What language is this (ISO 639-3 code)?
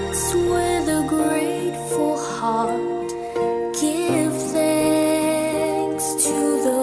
hil